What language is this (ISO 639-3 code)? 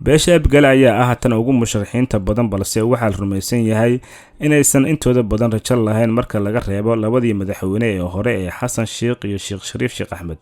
som